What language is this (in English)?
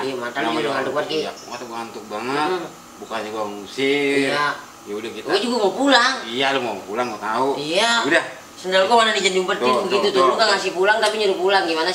Betawi